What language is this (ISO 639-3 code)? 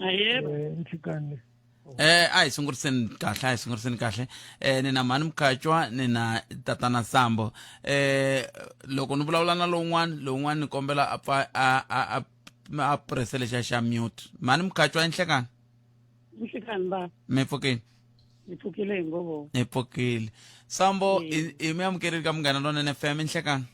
tso